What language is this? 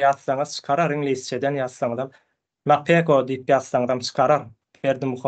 Turkmen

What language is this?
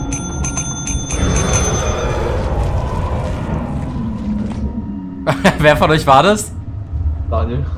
German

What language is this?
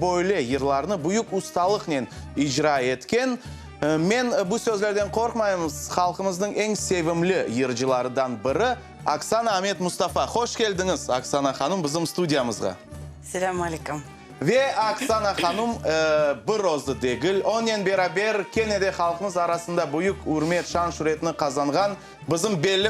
Crimean Tatar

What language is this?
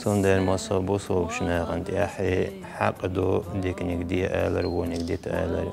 Chechen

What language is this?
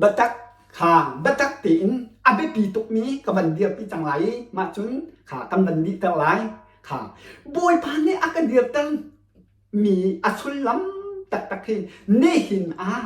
Hakha Chin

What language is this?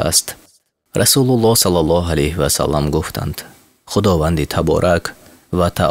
Tajik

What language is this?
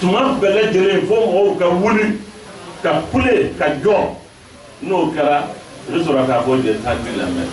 Bambara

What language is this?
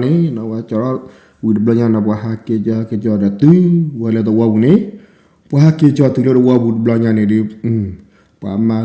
S'gaw Karen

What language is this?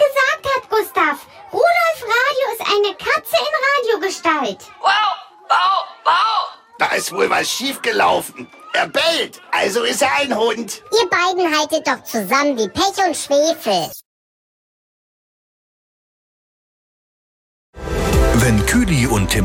German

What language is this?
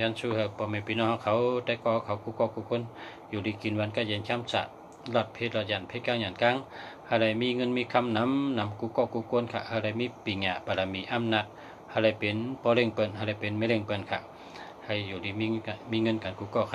Shan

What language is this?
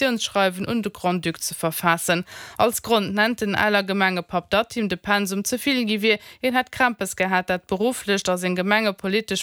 Luxembourgish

